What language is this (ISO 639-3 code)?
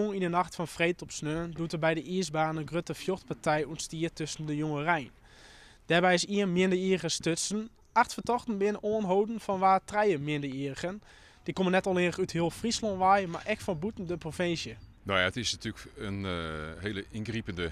fry